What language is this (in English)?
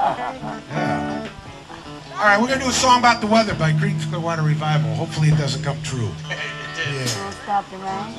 English